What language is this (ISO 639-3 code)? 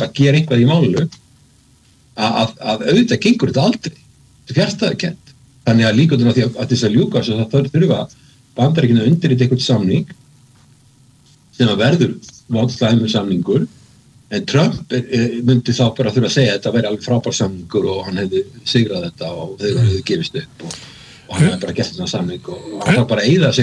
isl